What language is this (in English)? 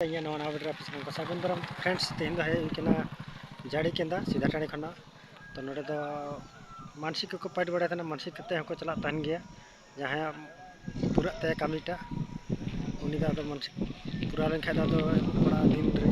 Santali